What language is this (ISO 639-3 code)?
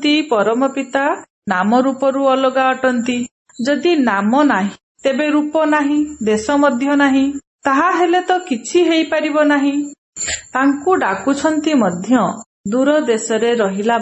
ori